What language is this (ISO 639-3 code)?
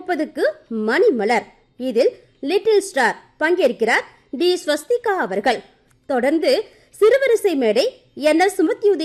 tam